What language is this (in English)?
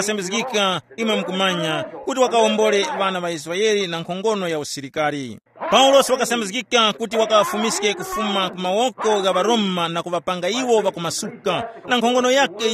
Tumbuka